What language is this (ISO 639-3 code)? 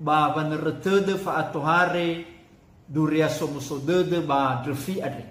nia